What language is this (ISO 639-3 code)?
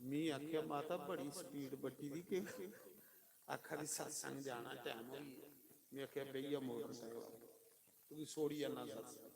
doi